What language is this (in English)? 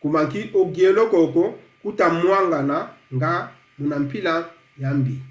Kongo